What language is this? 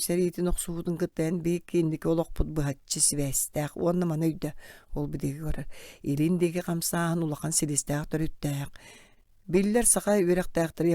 Yakut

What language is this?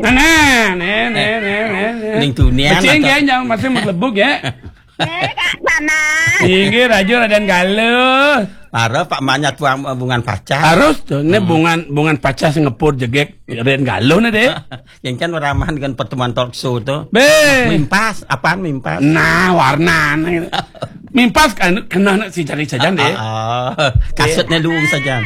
Balinese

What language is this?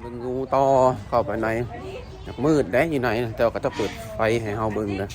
Lao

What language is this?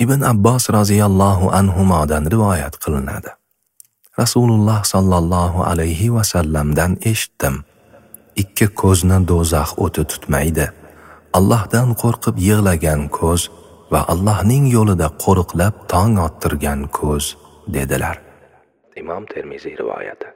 Uzbek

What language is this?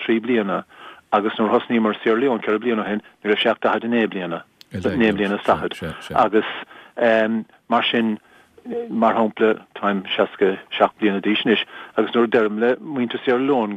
Irish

